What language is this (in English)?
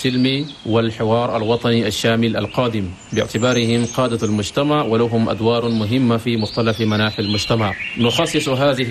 Arabic